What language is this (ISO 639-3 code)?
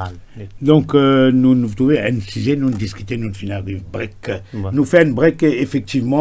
mfe